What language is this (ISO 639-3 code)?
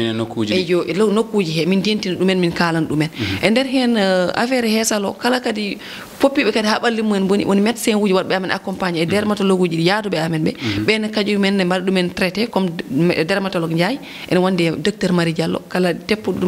ful